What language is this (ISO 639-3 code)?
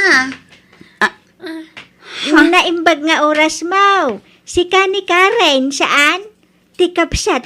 ilo